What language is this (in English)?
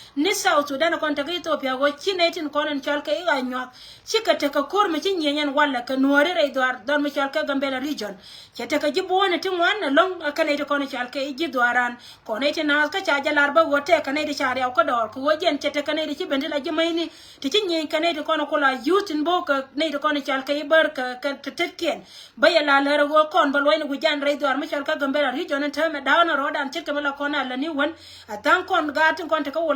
Nuer